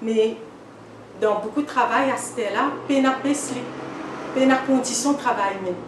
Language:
Morisyen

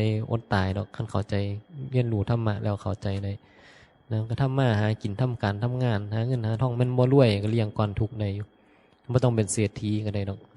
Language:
Northeastern Thai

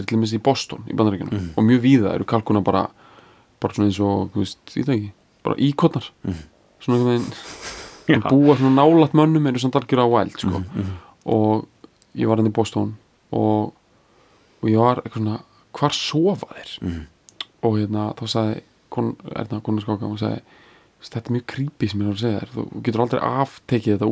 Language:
Icelandic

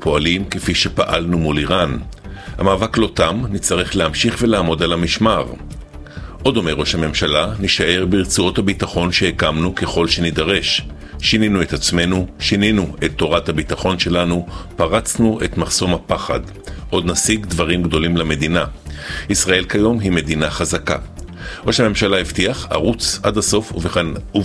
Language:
Hebrew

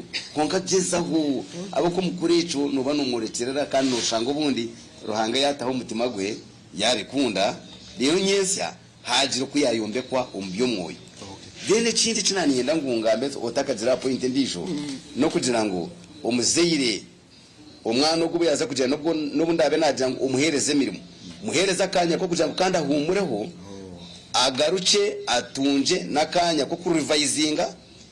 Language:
Nyankole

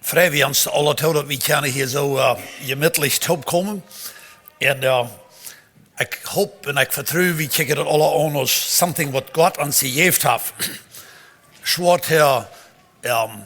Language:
Plautdietsch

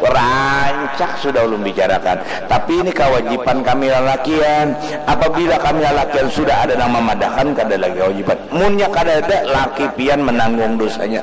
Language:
Banjar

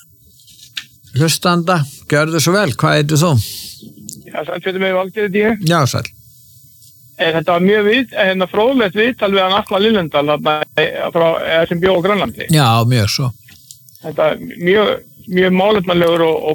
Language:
Icelandic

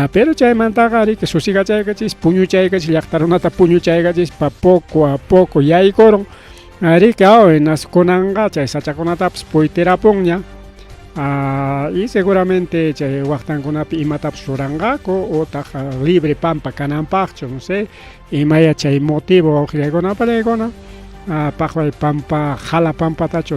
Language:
Ayacucho Quechua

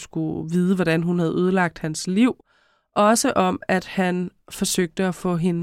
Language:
Danish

